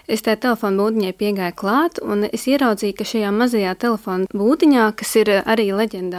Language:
Latvian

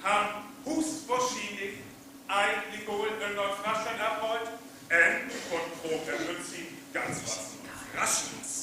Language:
Northern Frisian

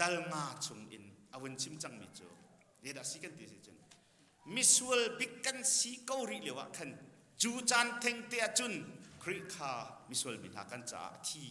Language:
Hakha Chin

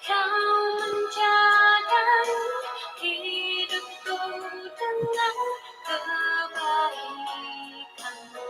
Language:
Central Dusun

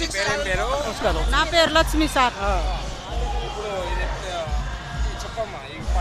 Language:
Telugu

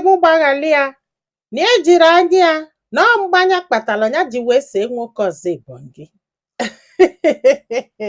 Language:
Igbo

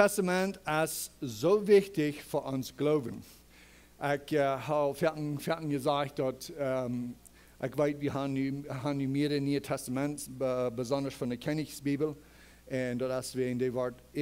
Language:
Plautdietsch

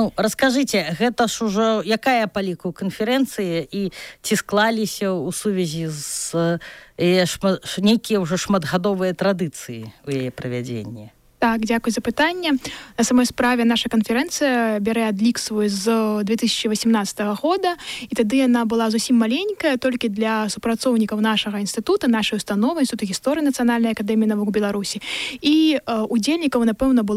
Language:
Belarusian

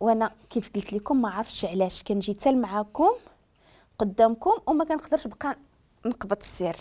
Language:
Moroccan Arabic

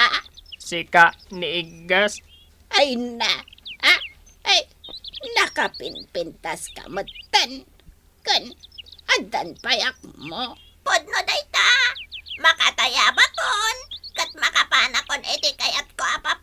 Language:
Iloko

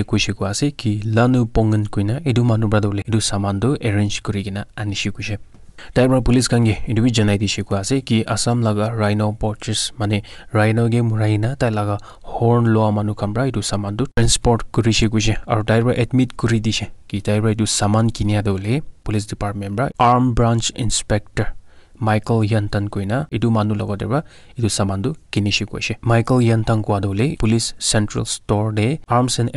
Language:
Naga Pidgin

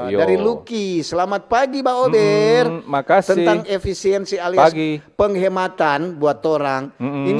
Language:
Manado Malay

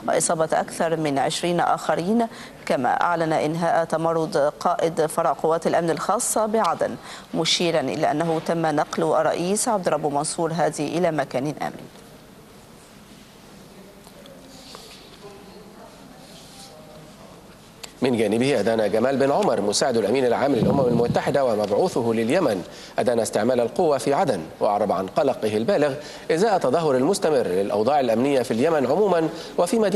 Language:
Arabic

